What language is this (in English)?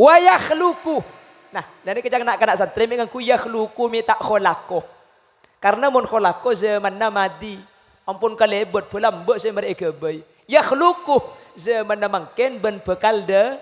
Madurese